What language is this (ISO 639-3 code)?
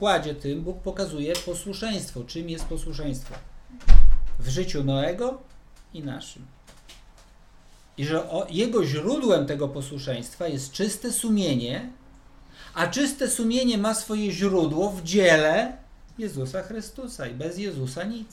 pol